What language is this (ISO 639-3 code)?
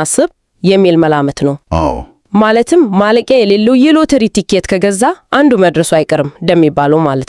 amh